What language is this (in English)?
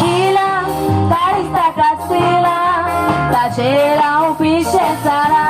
Konkani